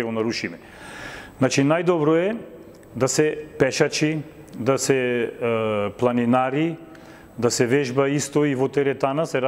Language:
Macedonian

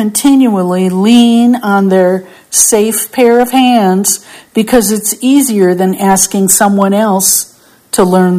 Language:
English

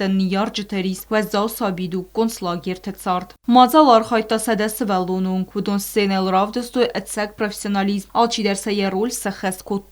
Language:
Ossetic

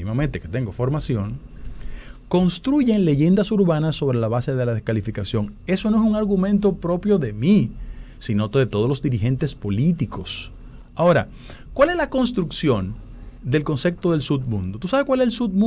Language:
Spanish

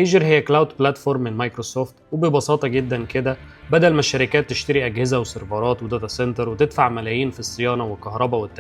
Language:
Egyptian Arabic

